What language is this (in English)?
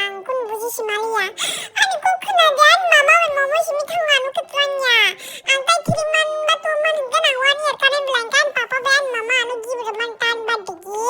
Kok Borok